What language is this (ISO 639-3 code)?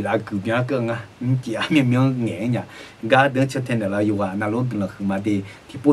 ahk